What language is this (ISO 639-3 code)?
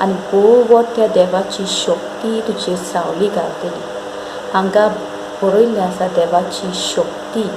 kok